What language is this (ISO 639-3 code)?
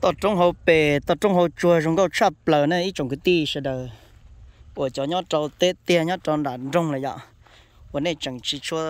hmn